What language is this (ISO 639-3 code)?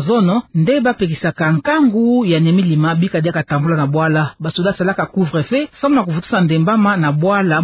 ktu